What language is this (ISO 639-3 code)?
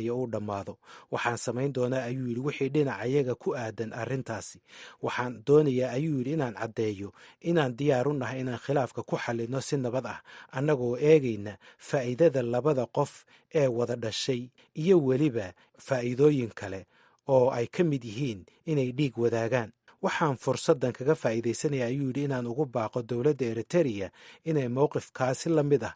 som